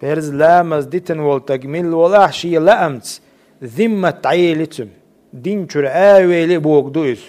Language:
Chechen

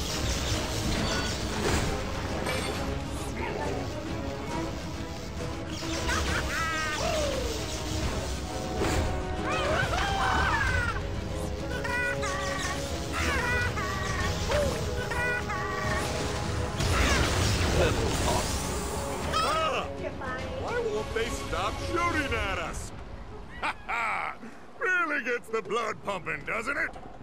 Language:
English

